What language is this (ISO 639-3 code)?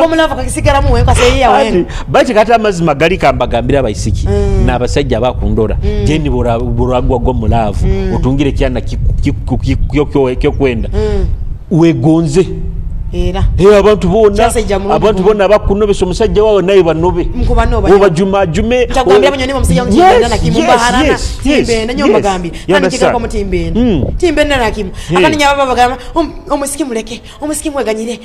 nyo